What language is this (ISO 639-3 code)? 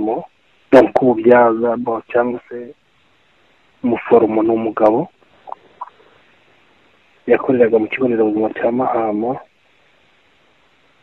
kin